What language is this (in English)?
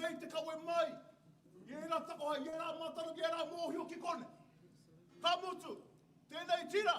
Māori